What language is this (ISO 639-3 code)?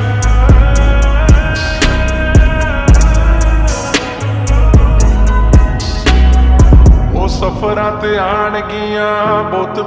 pan